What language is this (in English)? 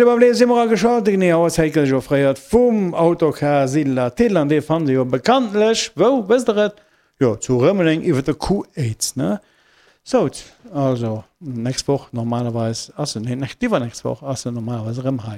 Luxembourgish